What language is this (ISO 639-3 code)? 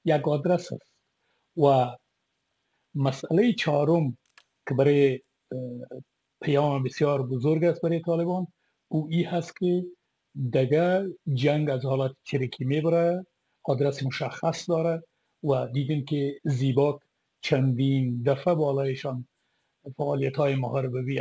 fas